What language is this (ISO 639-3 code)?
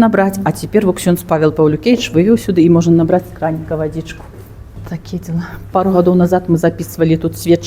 bel